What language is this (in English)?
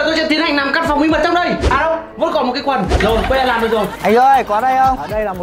Vietnamese